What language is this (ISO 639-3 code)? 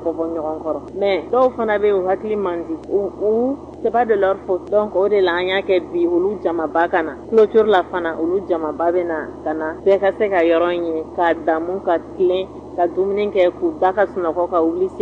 bam